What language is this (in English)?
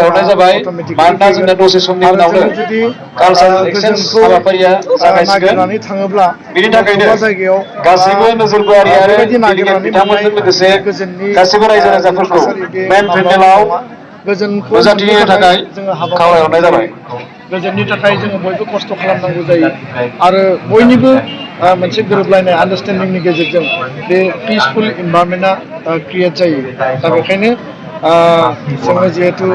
Bodo